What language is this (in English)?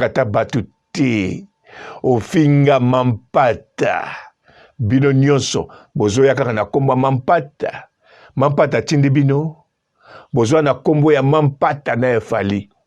Lingala